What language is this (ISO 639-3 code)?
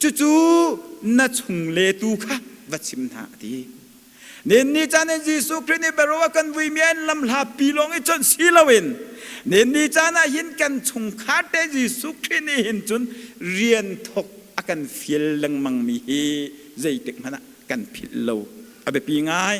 cnh